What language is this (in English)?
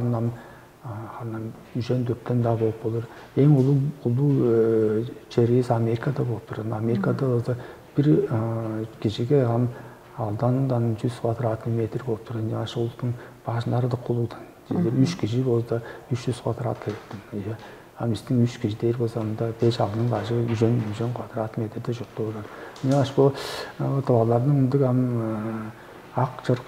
Tuvinian